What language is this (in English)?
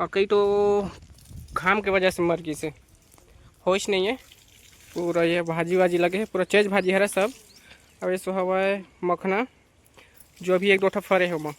Chhattisgarhi